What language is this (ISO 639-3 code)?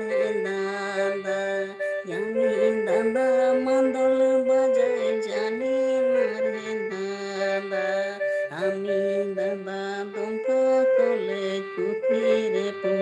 sat